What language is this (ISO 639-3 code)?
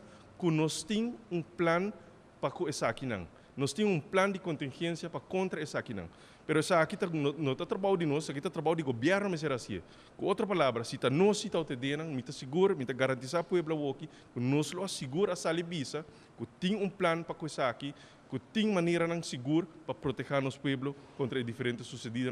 pap